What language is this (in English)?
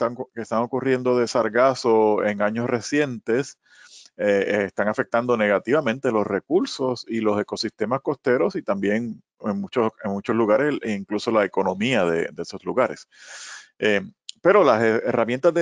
Spanish